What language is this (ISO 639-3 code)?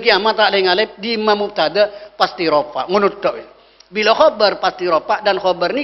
mad